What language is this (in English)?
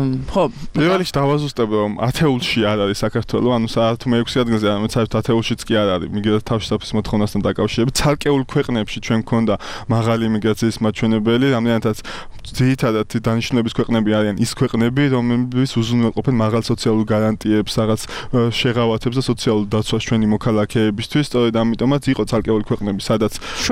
Georgian